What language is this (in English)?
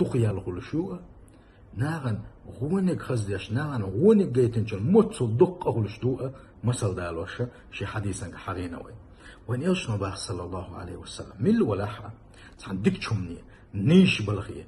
Chechen